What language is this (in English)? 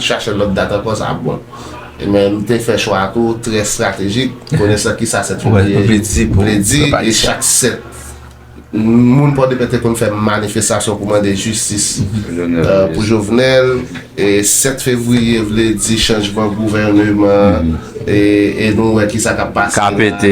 Haitian Creole